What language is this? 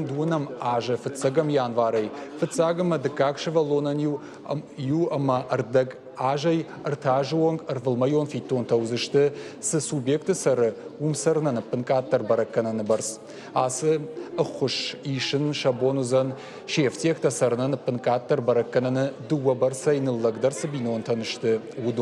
Ossetic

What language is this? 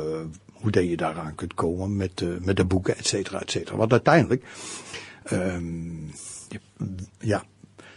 Dutch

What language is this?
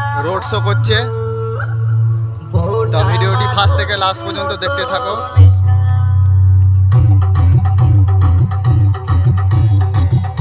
Bangla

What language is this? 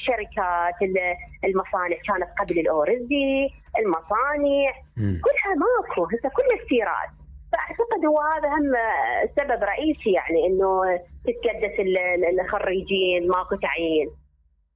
Mesopotamian Arabic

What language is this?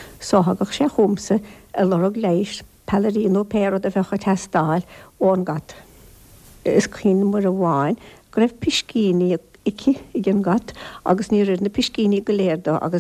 Irish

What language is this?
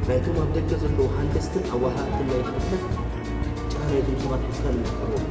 Tigrinya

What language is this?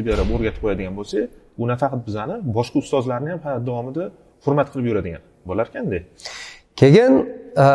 Uzbek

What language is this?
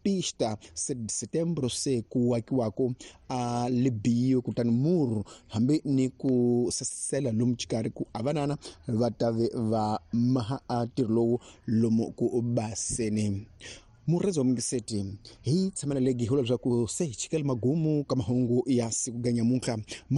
Tsonga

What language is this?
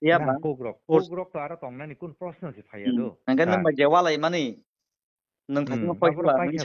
Kok Borok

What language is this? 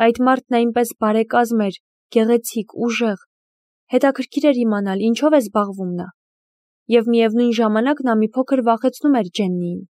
Armenian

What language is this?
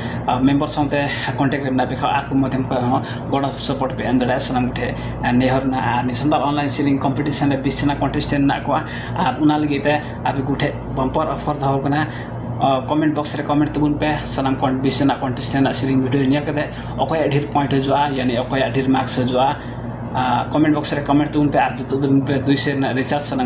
Santali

